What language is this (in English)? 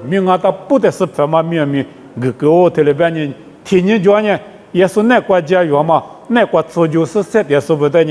Lisu